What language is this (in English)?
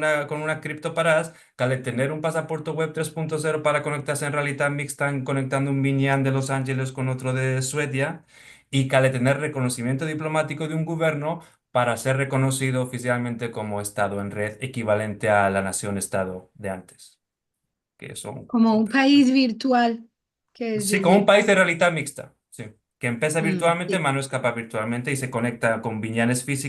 Ladino